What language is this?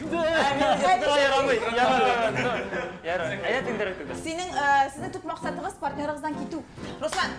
Tatar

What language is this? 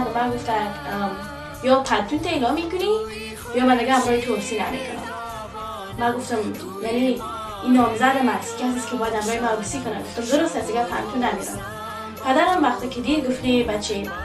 Persian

